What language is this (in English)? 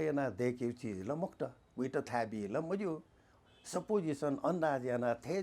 Newari